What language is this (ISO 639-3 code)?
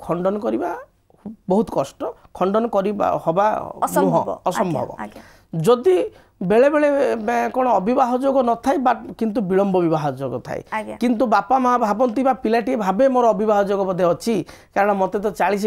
ori